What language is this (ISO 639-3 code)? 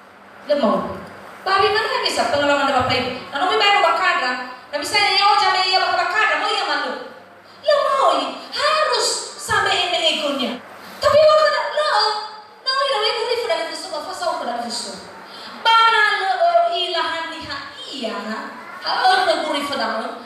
nia